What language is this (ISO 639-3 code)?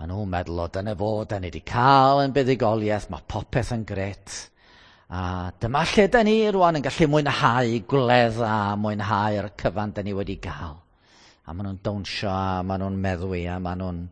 cym